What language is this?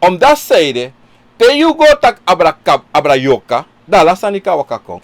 Sranan Tongo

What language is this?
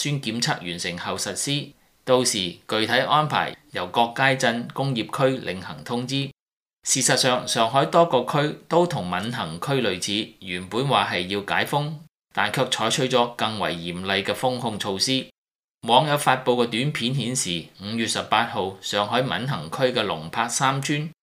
Cantonese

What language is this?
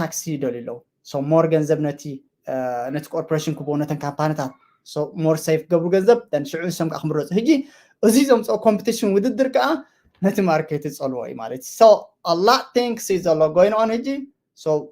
Tigrinya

